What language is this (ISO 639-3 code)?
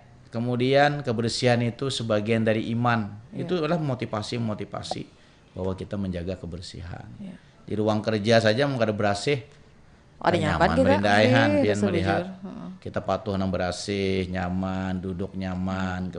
bjn